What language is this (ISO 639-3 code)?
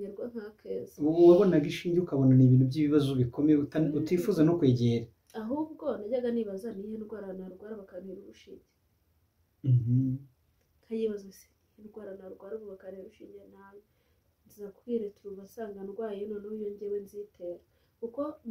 kin